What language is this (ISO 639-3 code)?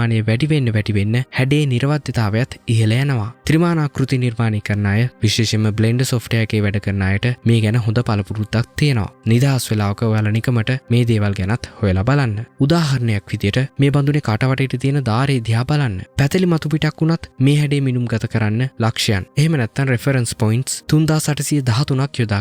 sin